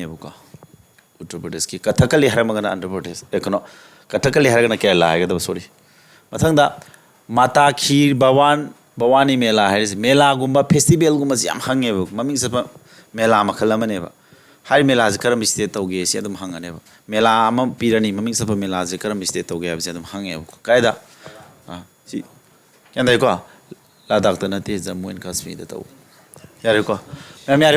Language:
Manipuri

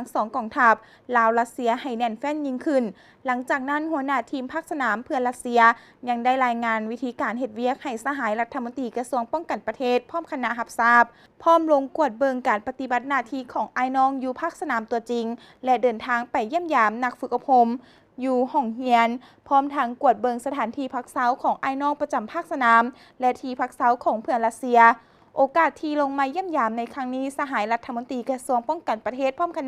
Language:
Lao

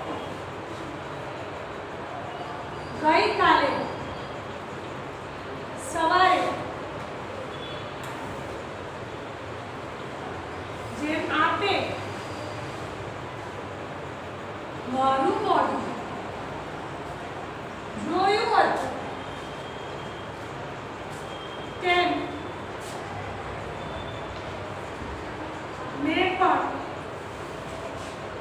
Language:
Gujarati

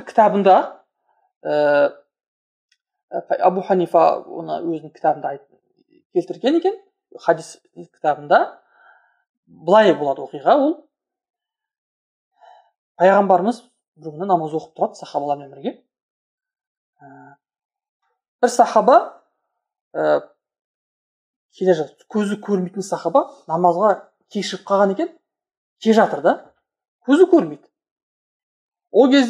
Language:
Kazakh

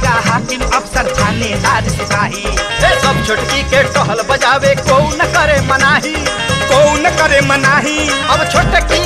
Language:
Bhojpuri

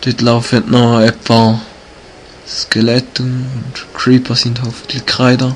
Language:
Swiss German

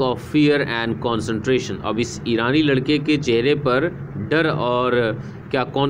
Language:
Hindi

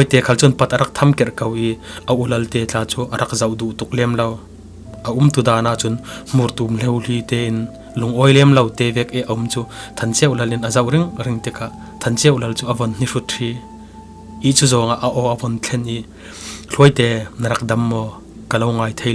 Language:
Falam Chin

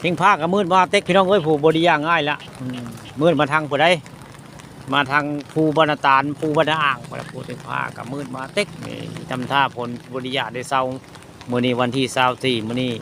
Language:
Northeastern Thai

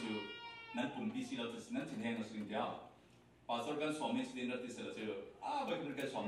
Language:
Falam Chin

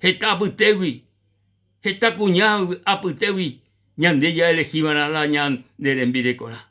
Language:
Guarani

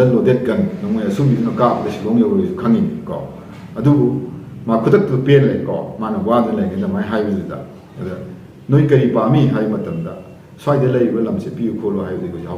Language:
Manipuri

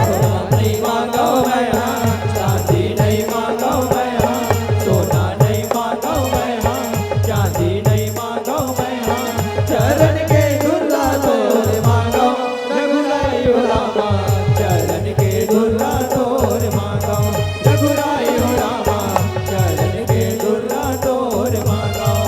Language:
Chhattisgarhi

